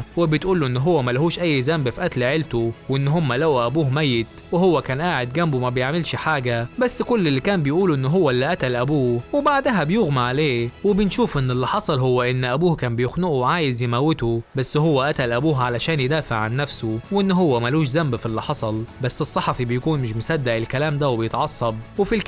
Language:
Egyptian Arabic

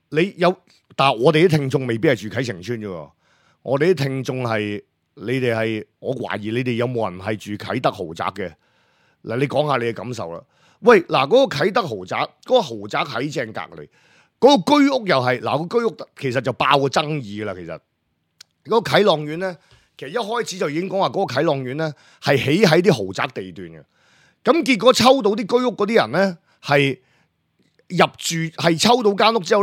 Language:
Cantonese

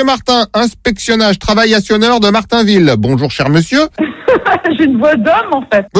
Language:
French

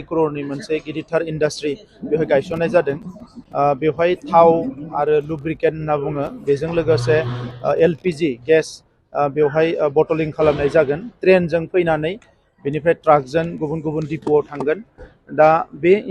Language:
Bodo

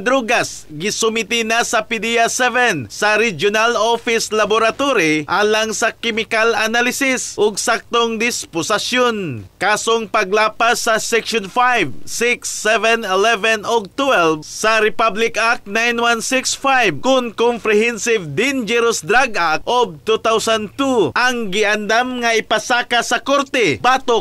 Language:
Cebuano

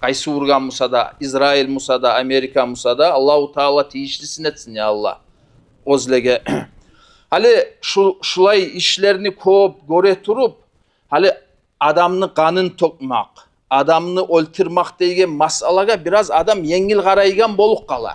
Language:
Kumyk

